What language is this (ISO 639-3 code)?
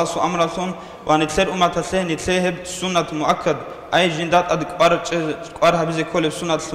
ava